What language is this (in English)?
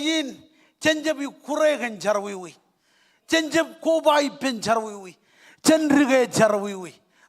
Marshallese